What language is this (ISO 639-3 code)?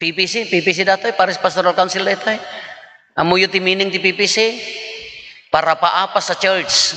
ilo